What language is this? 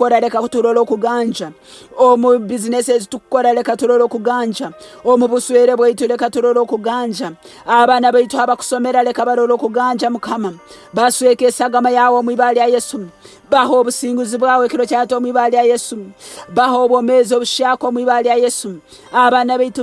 Nyoro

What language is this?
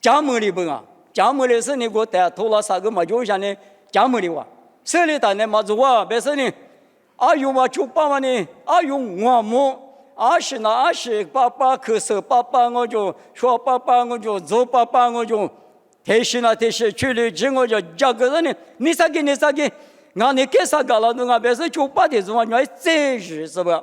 Lisu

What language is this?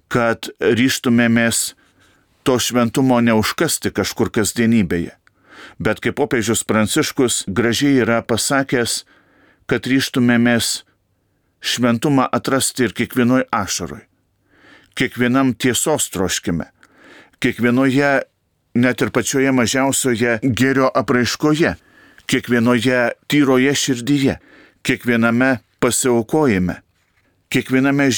Lithuanian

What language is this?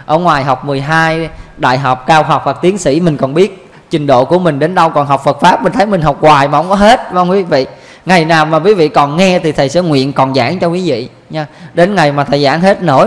Vietnamese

